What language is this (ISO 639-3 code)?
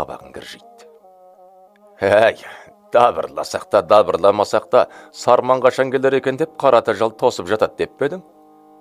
kaz